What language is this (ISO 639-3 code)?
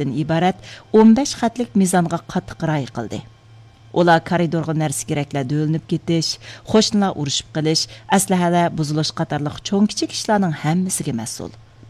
uig